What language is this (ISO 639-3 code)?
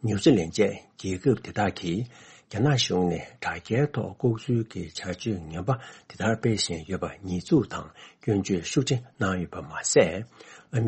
bod